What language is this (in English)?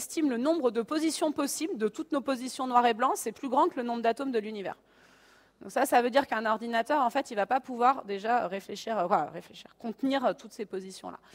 French